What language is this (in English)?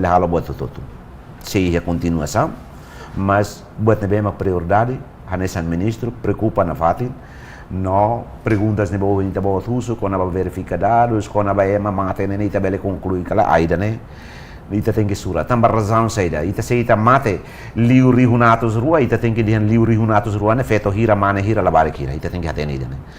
Tetum